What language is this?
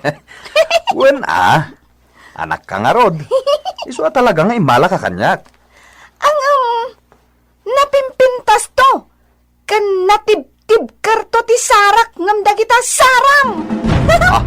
Iloko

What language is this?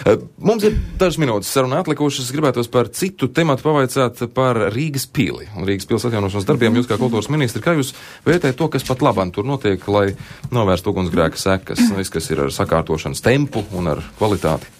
Latvian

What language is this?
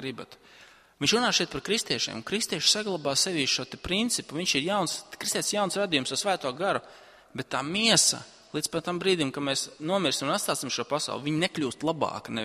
Latvian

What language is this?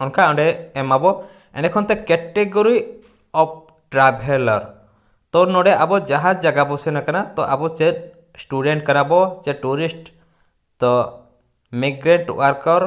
Santali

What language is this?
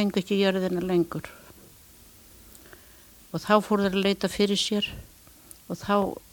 Icelandic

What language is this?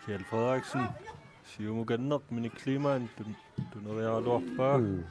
Kalaallisut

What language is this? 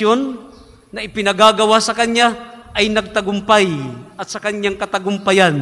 Filipino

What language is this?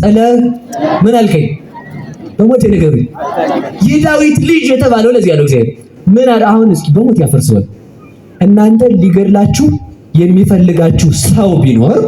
Amharic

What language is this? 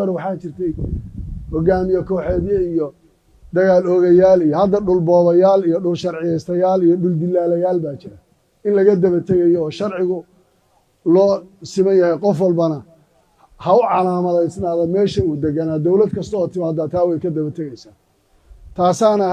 Somali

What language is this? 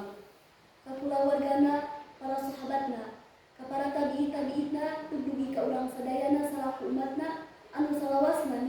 Sundanese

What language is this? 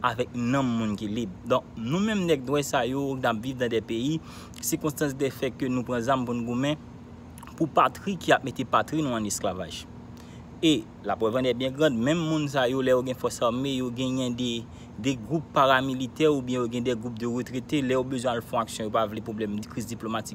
Haitian Creole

